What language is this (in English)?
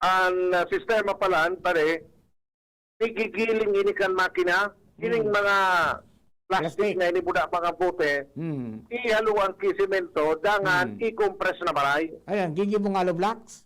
Bikol